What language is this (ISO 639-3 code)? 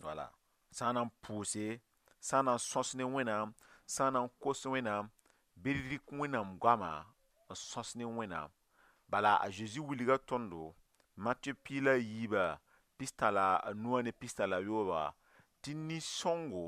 mos